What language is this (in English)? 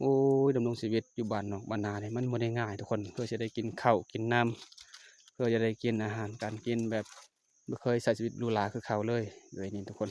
Lao